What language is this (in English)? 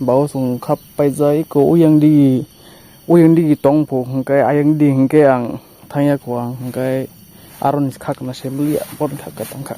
Kok Borok